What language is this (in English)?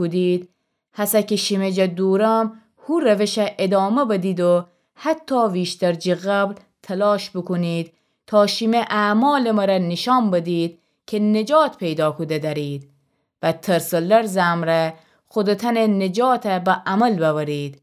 Gilaki